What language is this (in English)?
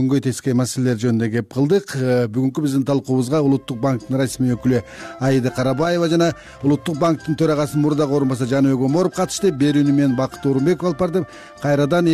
Kyrgyz